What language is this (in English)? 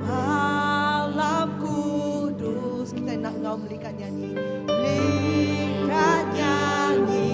Iban